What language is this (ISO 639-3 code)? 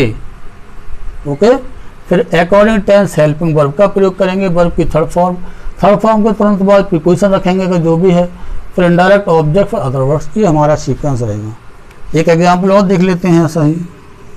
hin